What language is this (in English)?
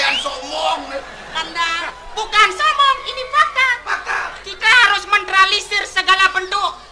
Balinese